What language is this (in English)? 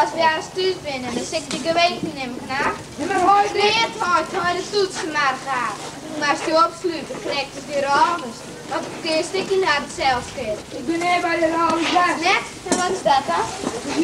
Western Frisian